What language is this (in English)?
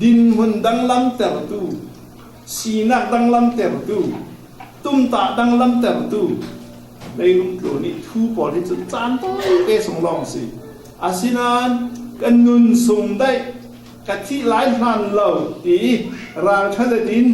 Falam Chin